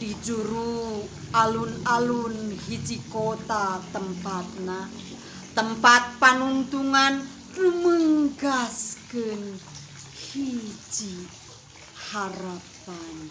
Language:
Sundanese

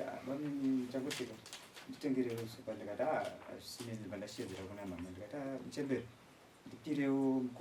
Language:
Shona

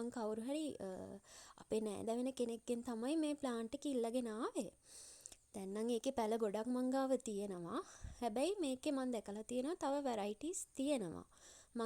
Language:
Sinhala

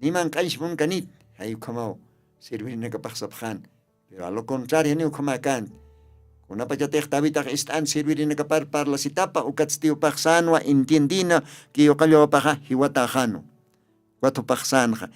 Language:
Aymara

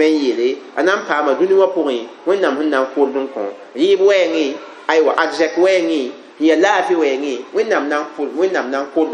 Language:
Mossi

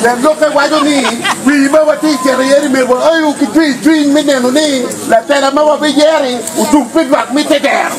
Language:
Acoli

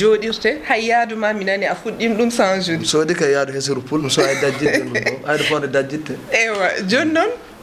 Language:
Fula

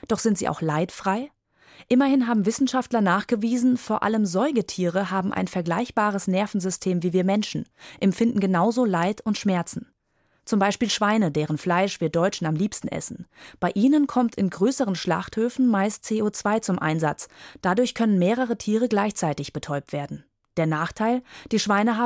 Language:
German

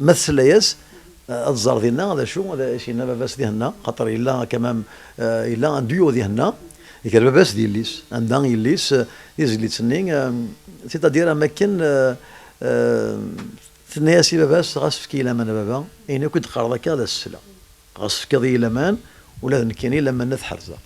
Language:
Kabyle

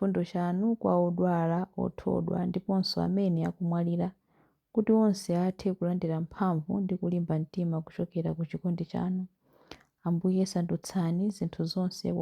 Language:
Nyanja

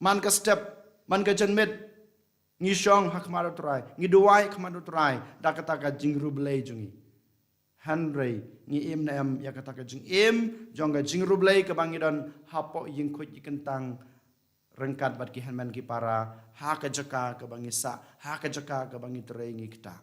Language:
Khasi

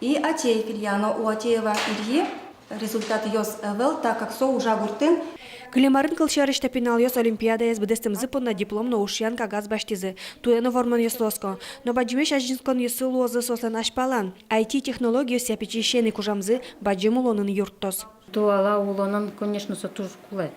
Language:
Udmurt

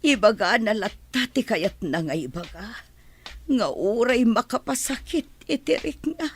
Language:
Iloko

